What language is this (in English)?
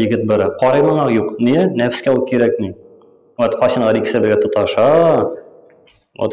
Tatar